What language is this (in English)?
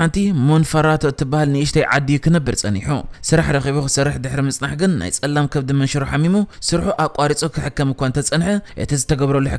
Tigrinya